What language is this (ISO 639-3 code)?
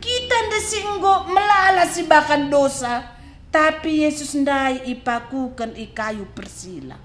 btx